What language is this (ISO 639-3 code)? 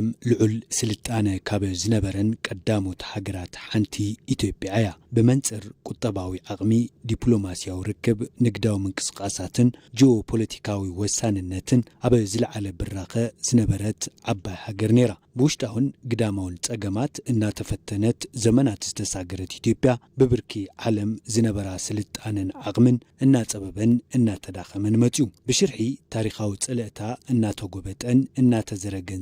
tir